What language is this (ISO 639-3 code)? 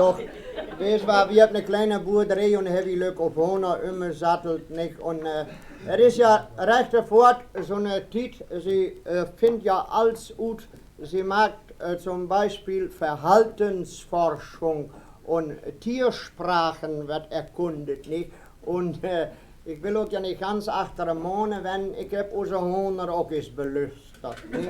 wep